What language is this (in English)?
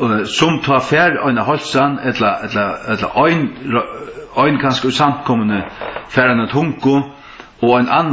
Faroese